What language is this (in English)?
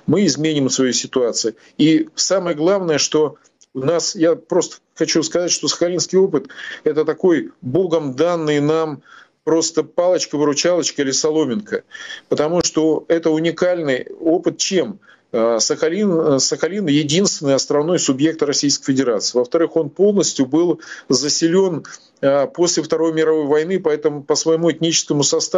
Russian